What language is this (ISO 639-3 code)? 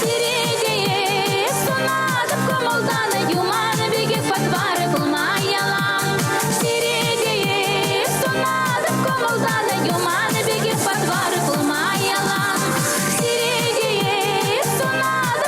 chv